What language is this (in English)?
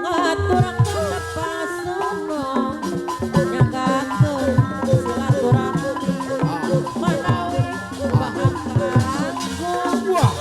Sundanese